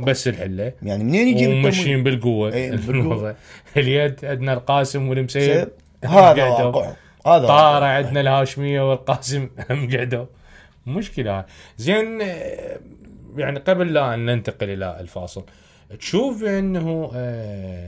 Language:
Mesopotamian Arabic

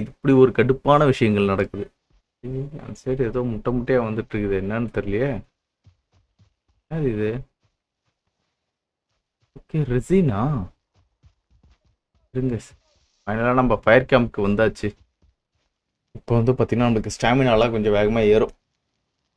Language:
Tamil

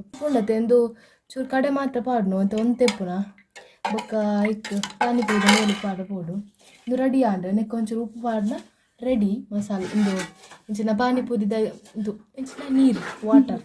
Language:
Tulu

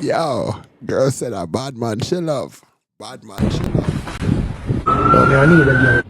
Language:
Jamaican Creole English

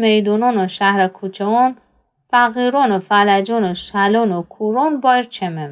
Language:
Gilaki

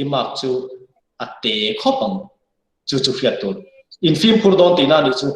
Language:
Mizo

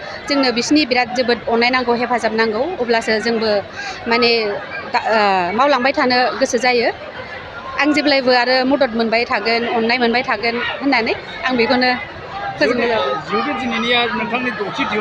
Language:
Bodo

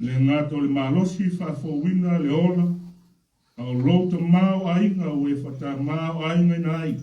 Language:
Samoan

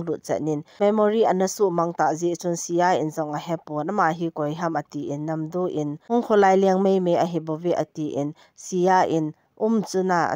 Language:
Thado Chin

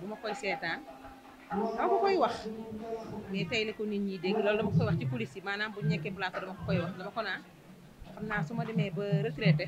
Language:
Wolof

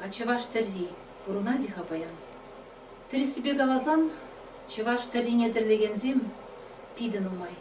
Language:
Chuvash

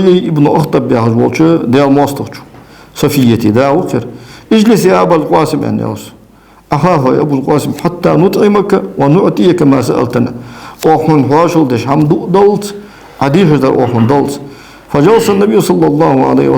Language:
Ingush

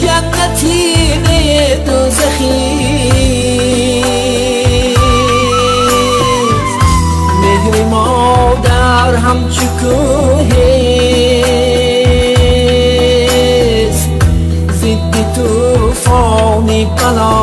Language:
Tajik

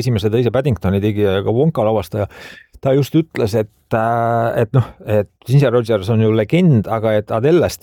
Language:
Estonian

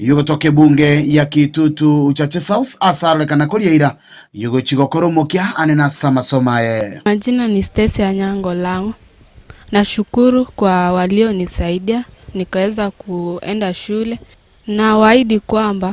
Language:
Gusii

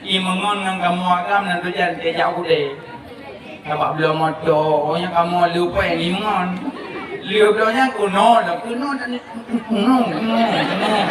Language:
Achinese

